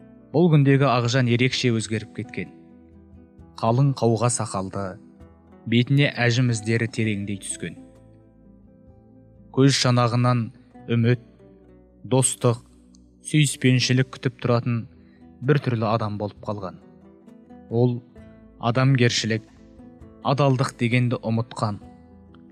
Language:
Kazakh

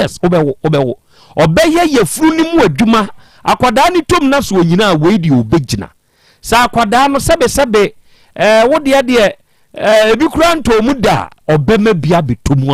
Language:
Akan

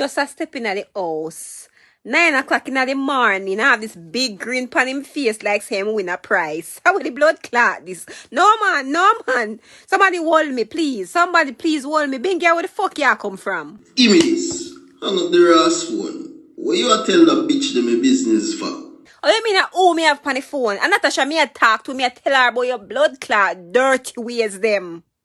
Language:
Jamaican Creole English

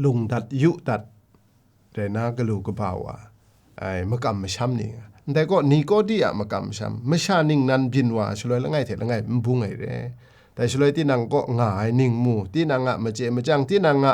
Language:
Kachin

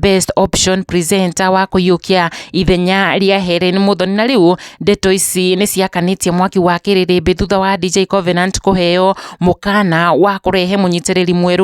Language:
Kikuyu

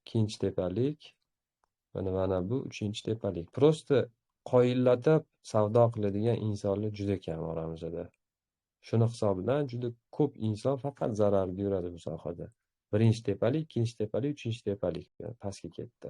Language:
Uzbek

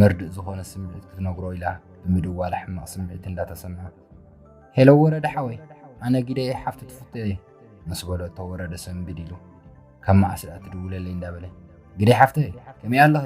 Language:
Tigrinya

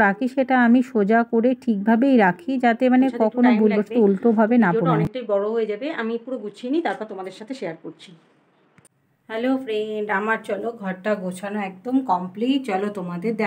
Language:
Bangla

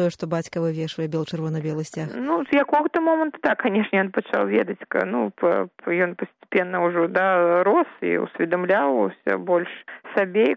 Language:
Belarusian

